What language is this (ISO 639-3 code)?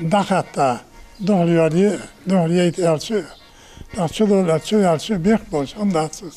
inh